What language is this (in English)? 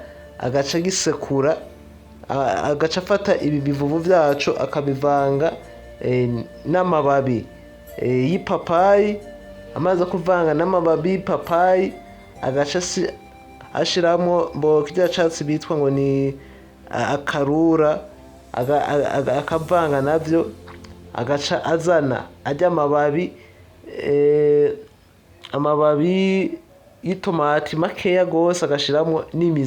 Rundi